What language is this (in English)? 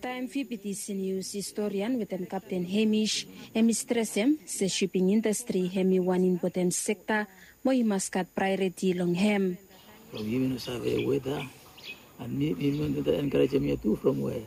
Bislama